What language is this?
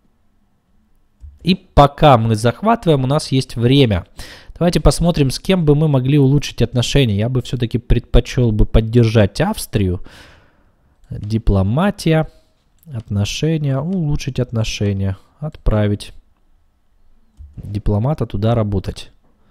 Russian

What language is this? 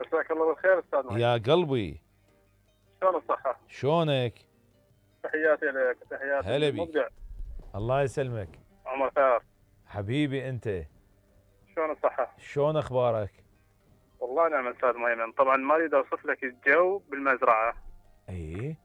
Mesopotamian Arabic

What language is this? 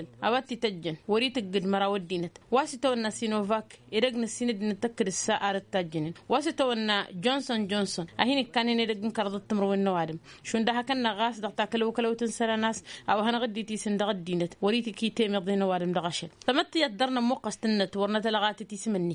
Tamasheq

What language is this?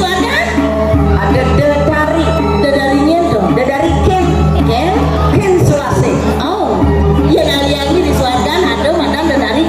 Balinese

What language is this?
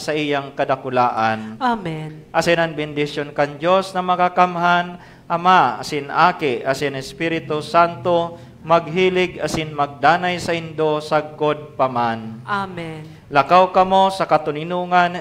Bikol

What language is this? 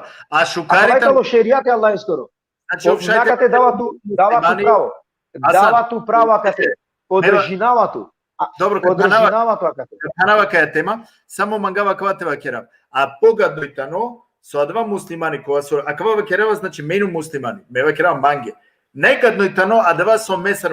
Balkan Romani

